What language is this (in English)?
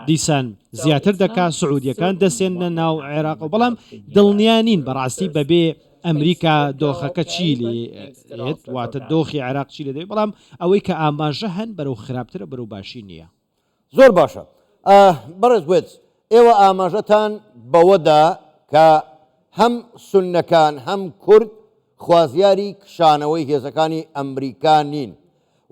Central Kurdish